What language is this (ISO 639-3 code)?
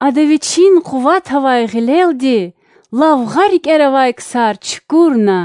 lez